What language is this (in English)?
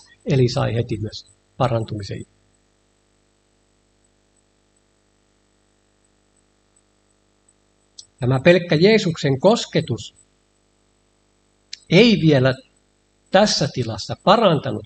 Finnish